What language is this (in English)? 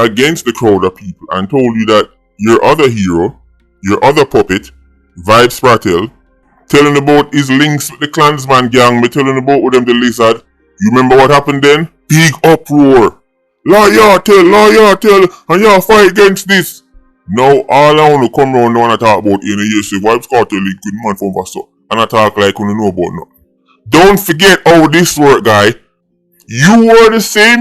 Jamaican Creole English